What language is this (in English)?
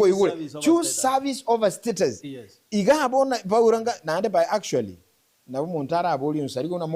Gusii